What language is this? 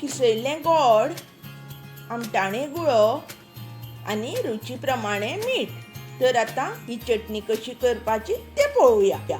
Konkani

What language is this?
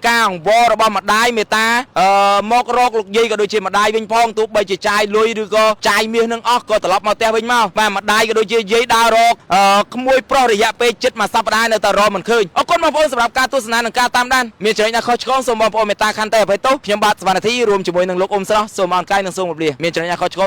Khmer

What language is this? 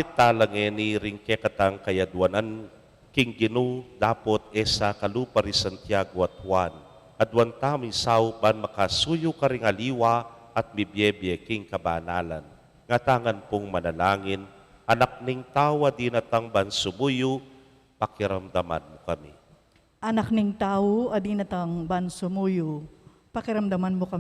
Pampanga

